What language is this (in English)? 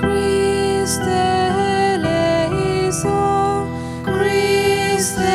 Konkani